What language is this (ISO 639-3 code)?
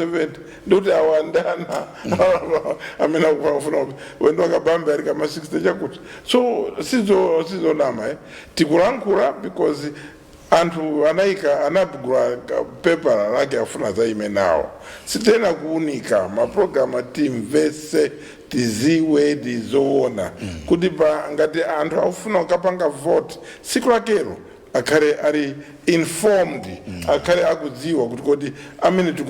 nya